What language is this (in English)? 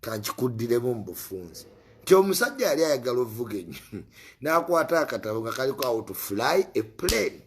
Ganda